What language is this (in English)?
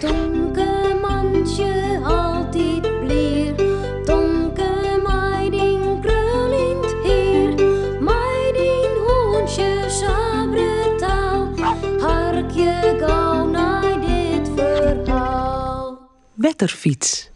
Western Frisian